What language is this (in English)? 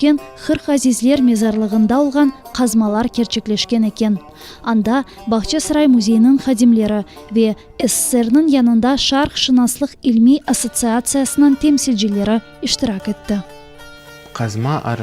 Crimean Tatar